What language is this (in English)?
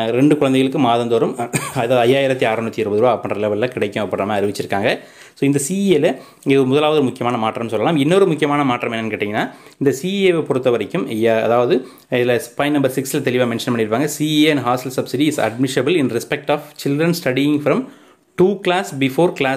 Tamil